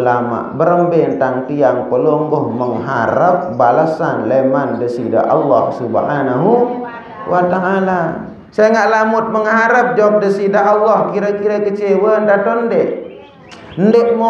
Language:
Sasak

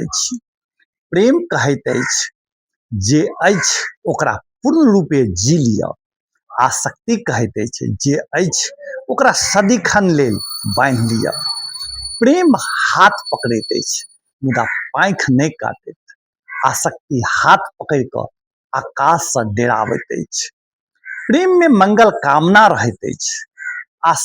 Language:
Maithili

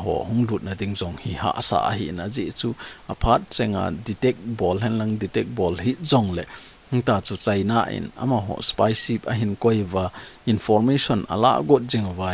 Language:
Thado Chin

